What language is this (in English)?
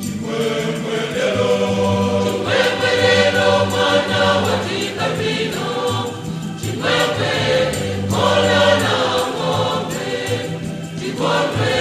Nyanja